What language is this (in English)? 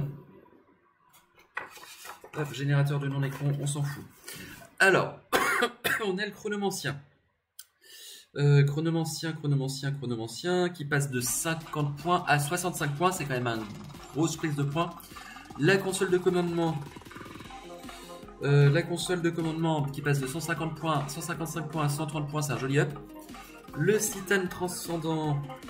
French